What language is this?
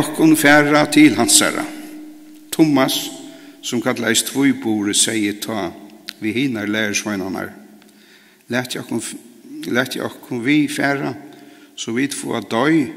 Faroese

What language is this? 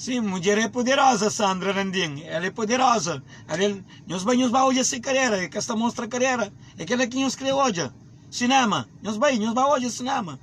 Kabuverdianu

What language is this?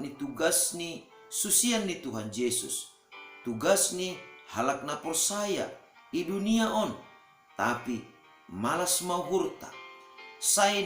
Batak Simalungun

